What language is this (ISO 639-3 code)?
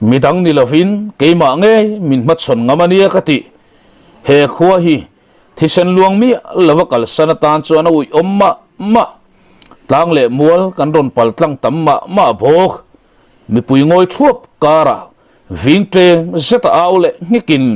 lus